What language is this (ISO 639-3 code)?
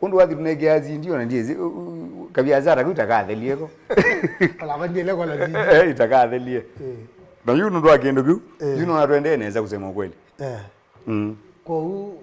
kam